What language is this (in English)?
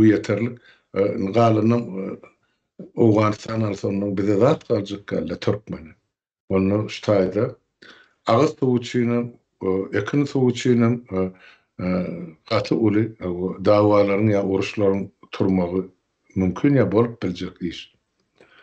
Turkmen